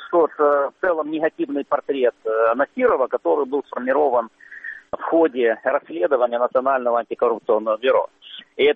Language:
Russian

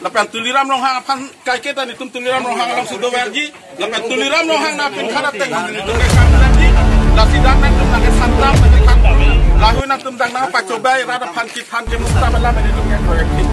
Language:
Karbi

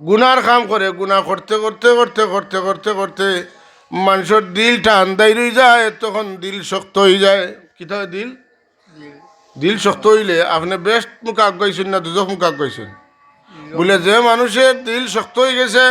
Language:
Sylheti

